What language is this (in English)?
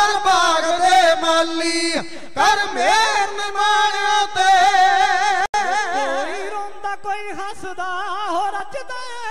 Punjabi